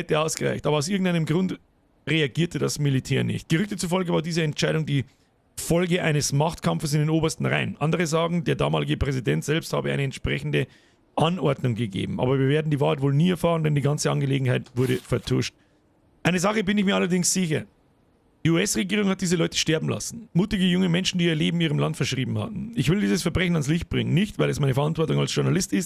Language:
Bavarian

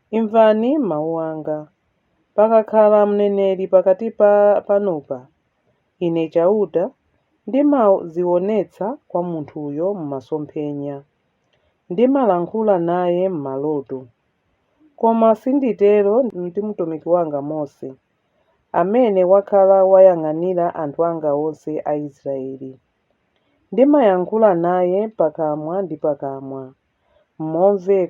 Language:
Nyanja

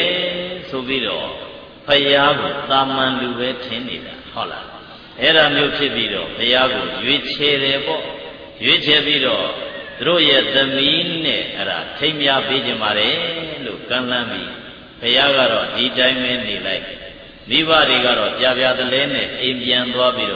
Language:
Burmese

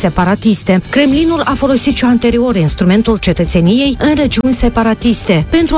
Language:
Romanian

